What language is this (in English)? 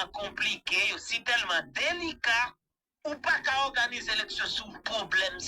Haitian Creole